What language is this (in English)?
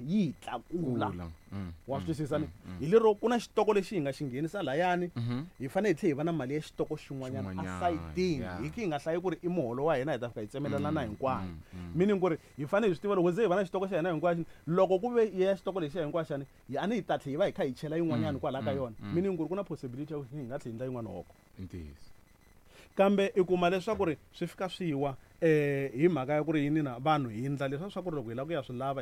Tsonga